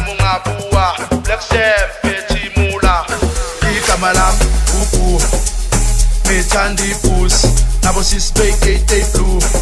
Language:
Swahili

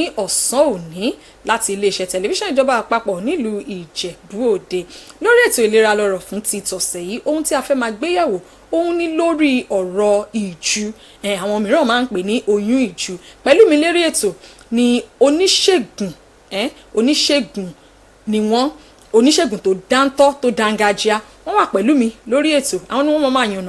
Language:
Yoruba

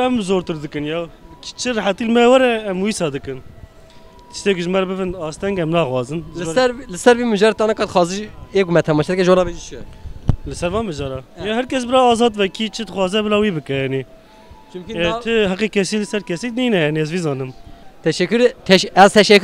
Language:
Kurdish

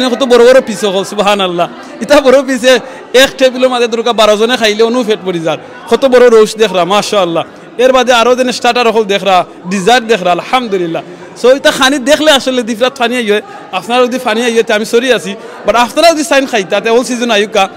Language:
Sylheti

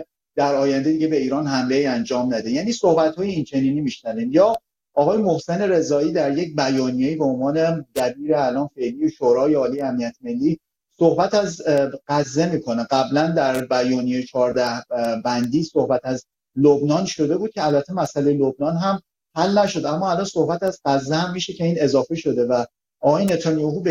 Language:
Persian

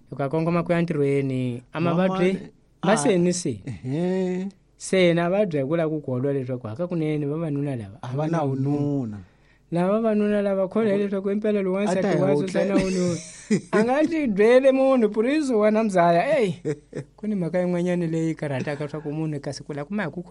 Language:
Tsonga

